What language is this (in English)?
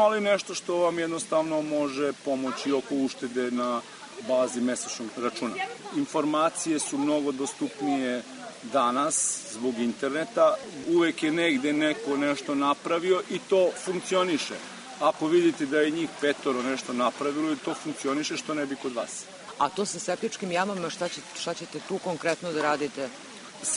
Serbian